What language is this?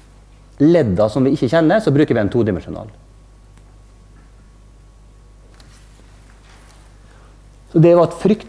Norwegian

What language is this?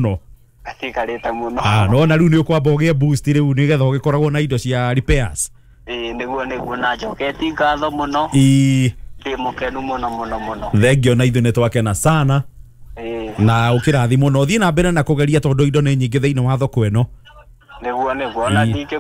Kikuyu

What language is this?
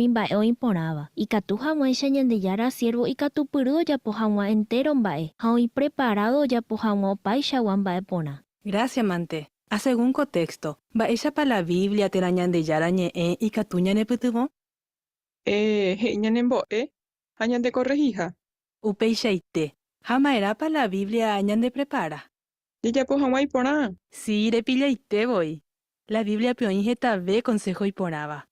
Guarani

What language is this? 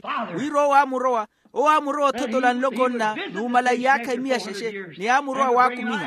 Makhuwa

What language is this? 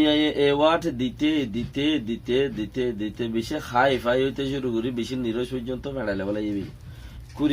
Rohingya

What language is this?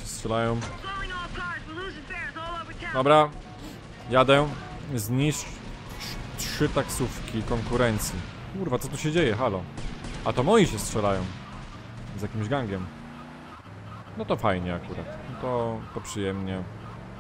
Polish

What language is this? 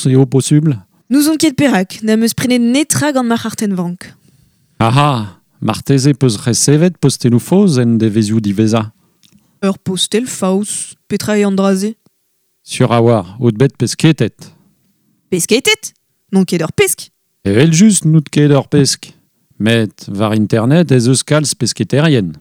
Breton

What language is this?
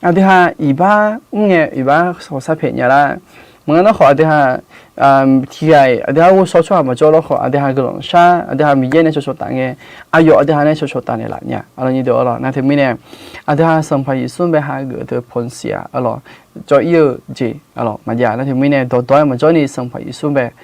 Akha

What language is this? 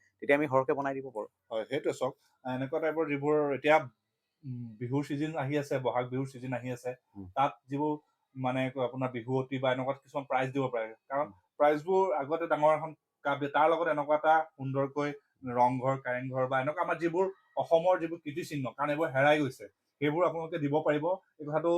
Assamese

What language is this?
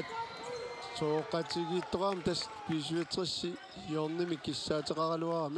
Kalaallisut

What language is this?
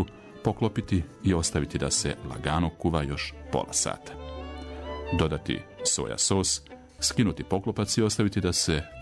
Serbian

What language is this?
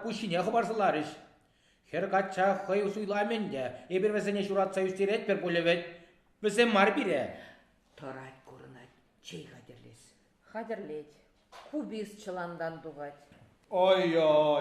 Chuvash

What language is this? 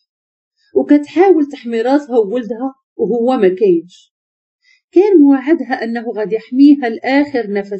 Moroccan Arabic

